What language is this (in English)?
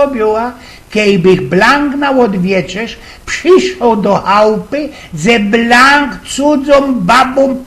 Silesian